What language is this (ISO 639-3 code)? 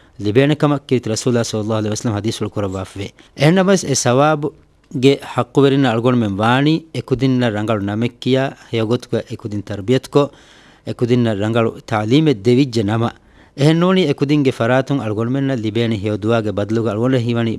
div